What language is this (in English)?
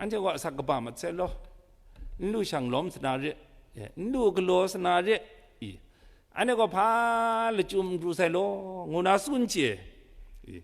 Kachin